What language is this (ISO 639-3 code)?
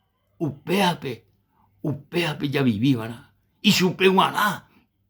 grn